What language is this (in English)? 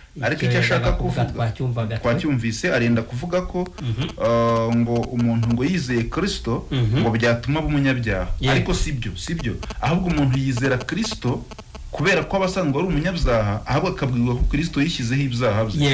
Kinyarwanda